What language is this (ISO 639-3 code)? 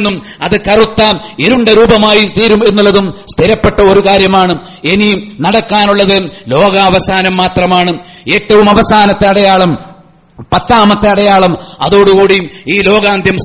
mal